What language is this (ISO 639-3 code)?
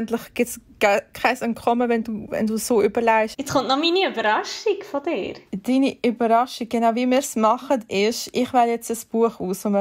gsw